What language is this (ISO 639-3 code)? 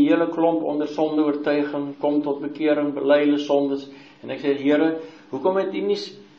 afr